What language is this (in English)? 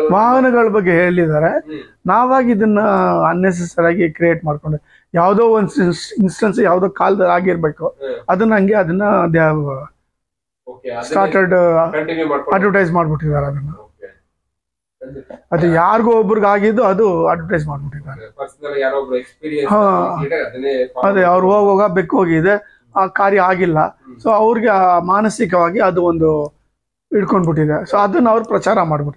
Kannada